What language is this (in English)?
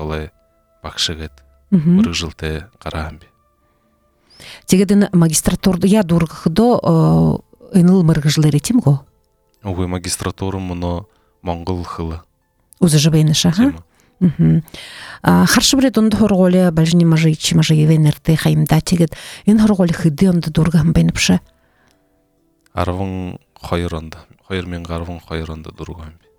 Buriat